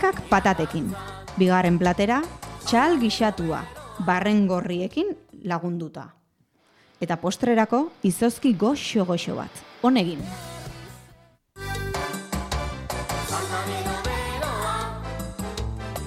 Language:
Basque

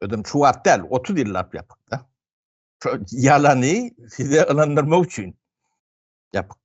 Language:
Turkmen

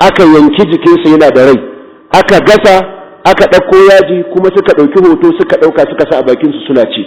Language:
Hausa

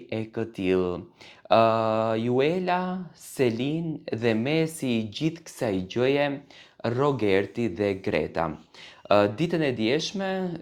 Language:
Albanian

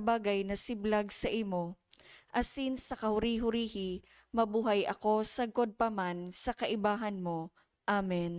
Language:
Bikol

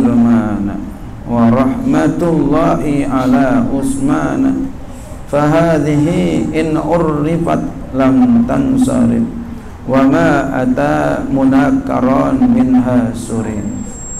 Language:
Indonesian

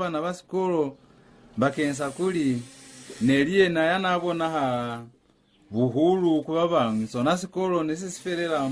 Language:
Lozi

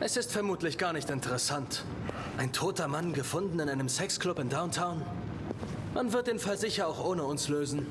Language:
Bavarian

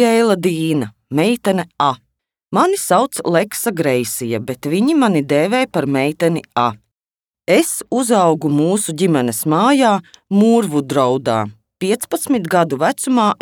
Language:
Latvian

